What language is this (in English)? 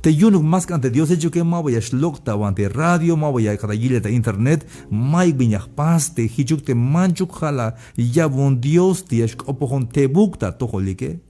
Tzeltal